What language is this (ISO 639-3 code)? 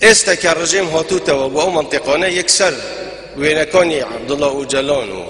kur